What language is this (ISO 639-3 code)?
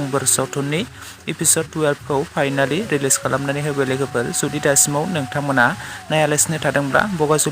brx